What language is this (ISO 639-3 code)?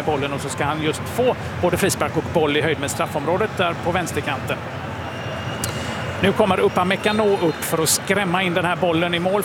swe